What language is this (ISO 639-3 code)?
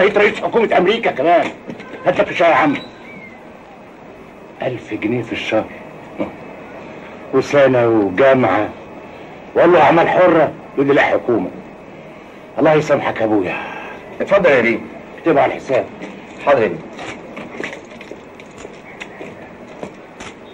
arz